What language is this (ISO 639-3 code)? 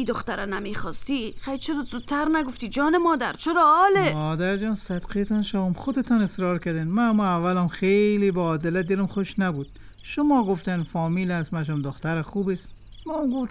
fas